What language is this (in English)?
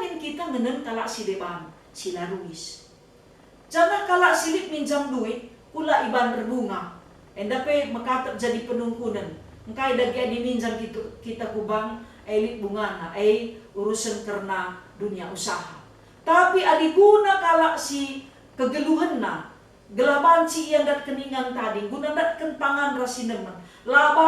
Batak Karo